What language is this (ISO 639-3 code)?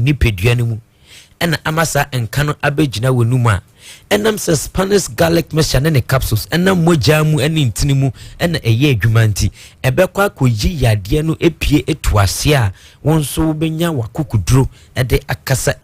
aka